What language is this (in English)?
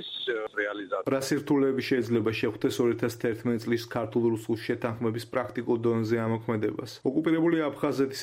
Georgian